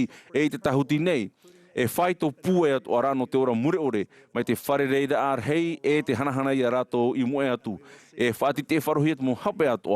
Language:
Tahitian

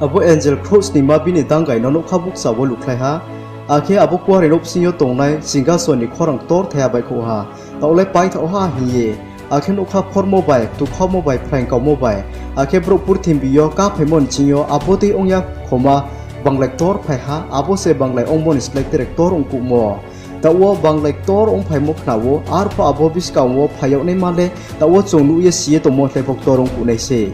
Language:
Riang (India)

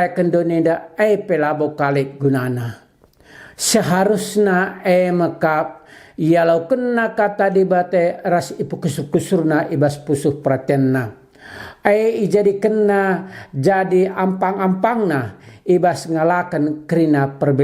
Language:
Batak Karo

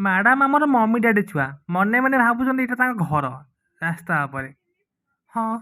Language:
Odia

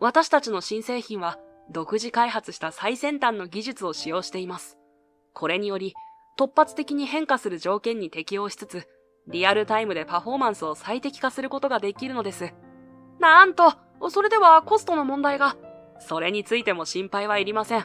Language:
Japanese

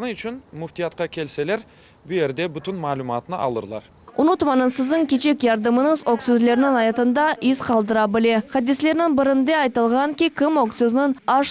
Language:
Crimean Tatar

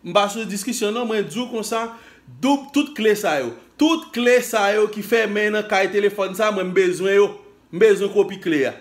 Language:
Haitian Creole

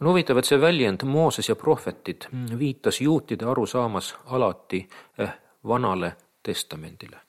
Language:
Estonian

